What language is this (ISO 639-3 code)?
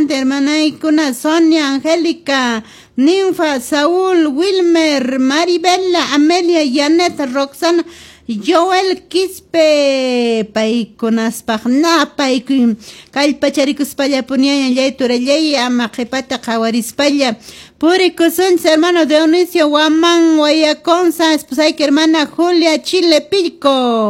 que